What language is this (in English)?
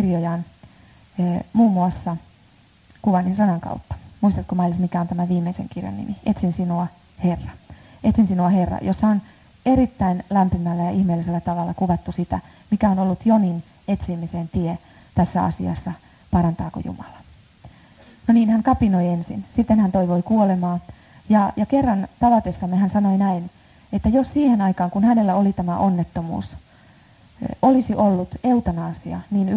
Finnish